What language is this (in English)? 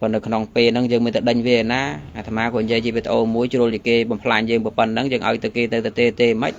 Khmer